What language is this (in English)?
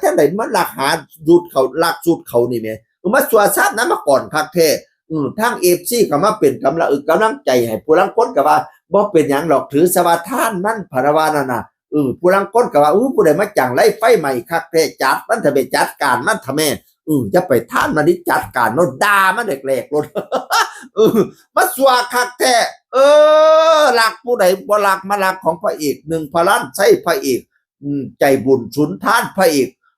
Northeastern Thai